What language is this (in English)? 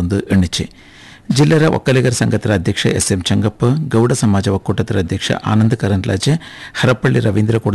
Kannada